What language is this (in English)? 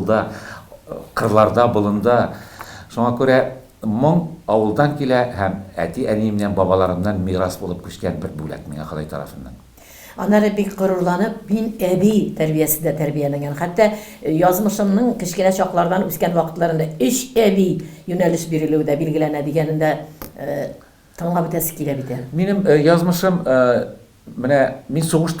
Tatar